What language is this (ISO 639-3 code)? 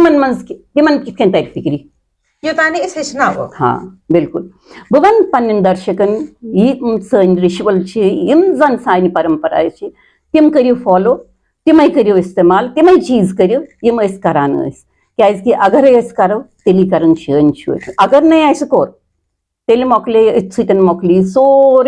kas